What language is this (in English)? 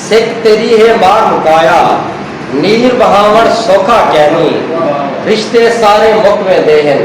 Saraiki